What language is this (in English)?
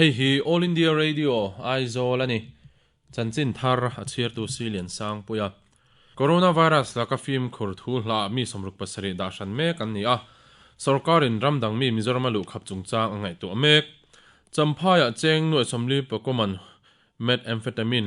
Mizo